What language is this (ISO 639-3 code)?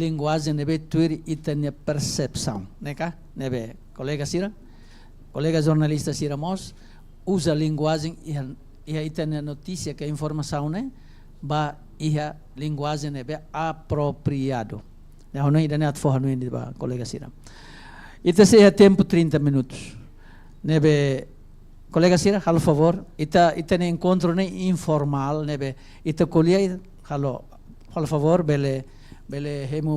tet